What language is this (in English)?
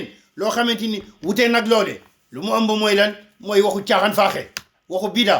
Wolof